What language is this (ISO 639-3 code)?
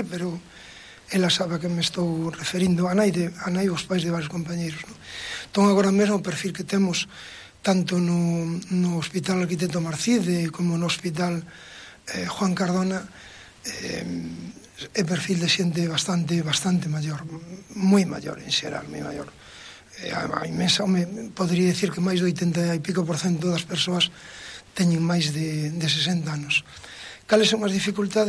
glg